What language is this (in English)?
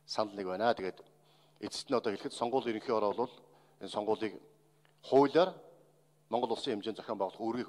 Mongolian